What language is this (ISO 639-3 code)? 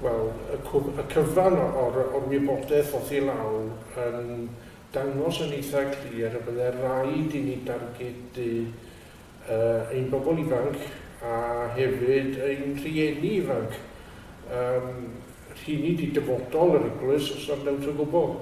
cym